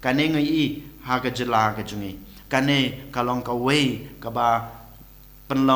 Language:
Khasi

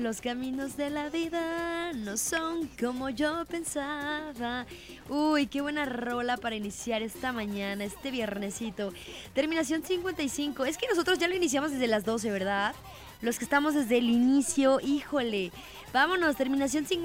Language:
Spanish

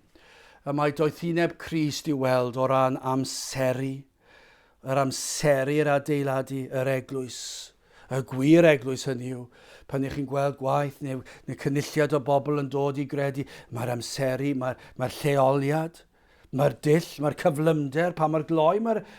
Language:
Welsh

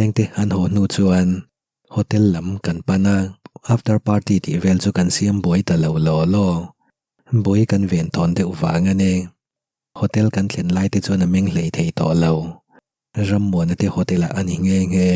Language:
Mizo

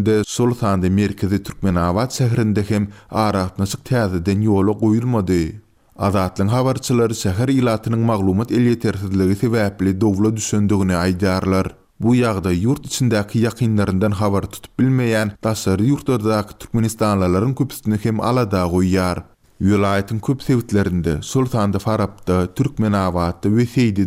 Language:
Turkmen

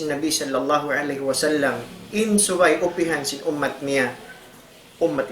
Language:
Tausug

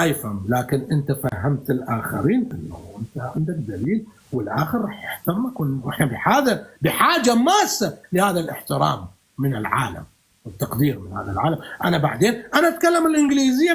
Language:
North Levantine Arabic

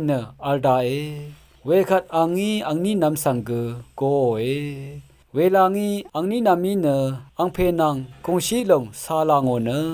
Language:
Rawang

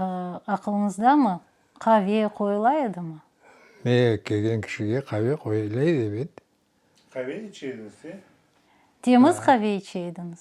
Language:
Crimean Tatar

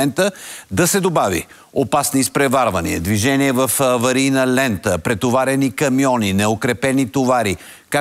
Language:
Bulgarian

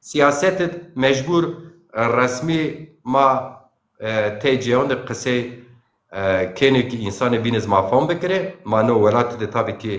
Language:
Zaza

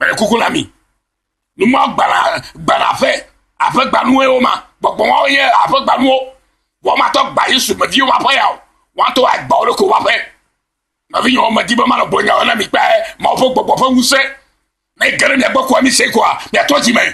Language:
Ewe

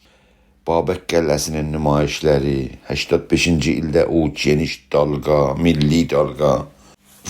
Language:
South Azerbaijani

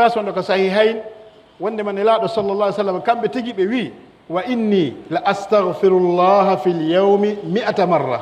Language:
Pular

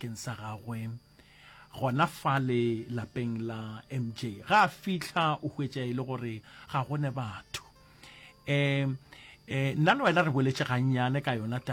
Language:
Northern Sotho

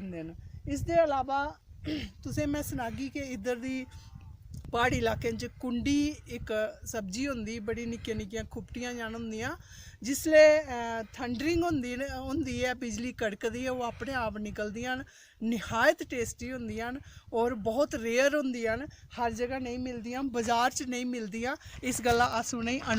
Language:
Dogri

